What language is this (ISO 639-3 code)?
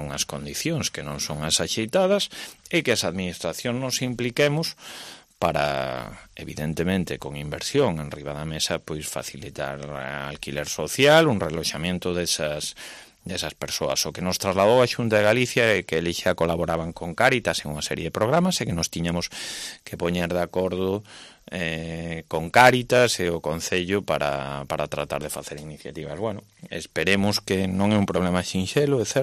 glg